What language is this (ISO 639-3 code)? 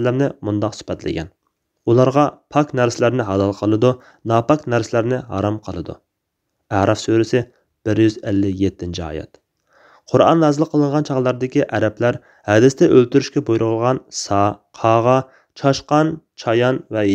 uig